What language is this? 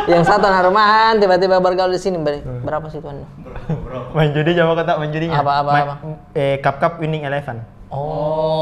Makassar Malay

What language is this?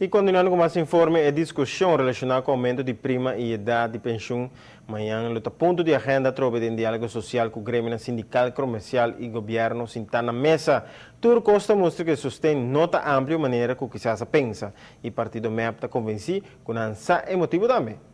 Papiamento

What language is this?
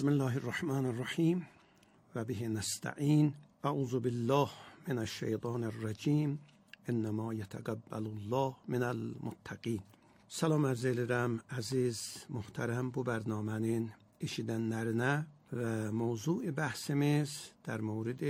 Azerbaijani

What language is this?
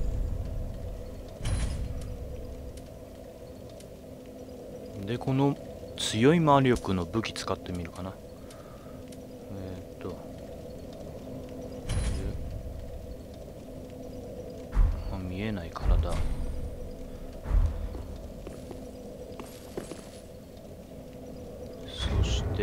Japanese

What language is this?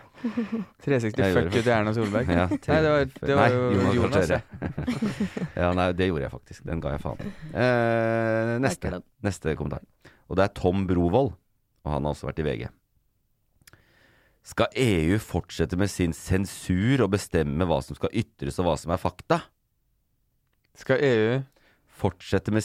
Norwegian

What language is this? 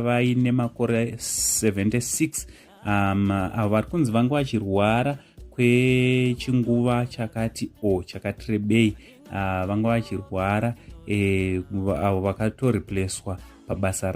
Shona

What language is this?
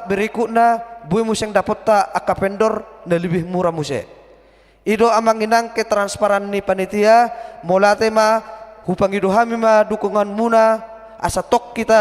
Batak Toba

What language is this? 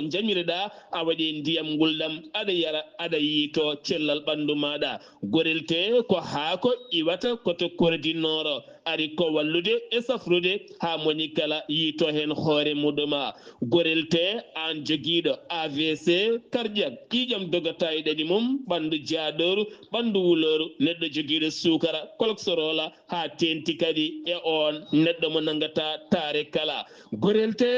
Fula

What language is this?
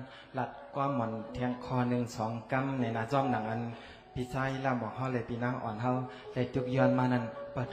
Shan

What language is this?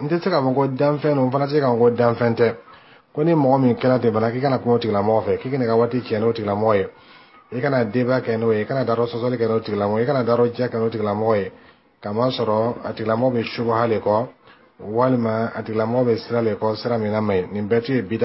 Bambara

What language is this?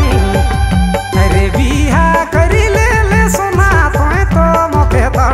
Sadri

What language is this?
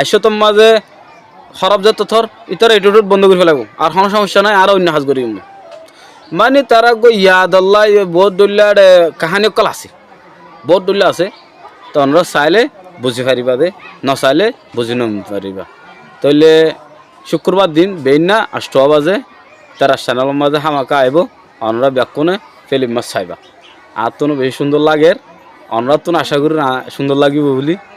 Rohingya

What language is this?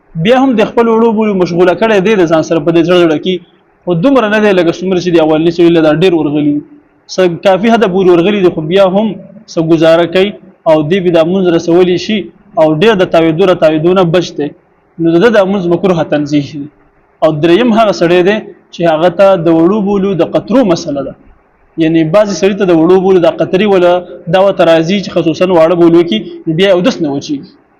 Pashto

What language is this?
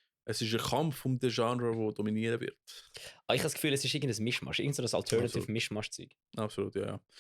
Swiss German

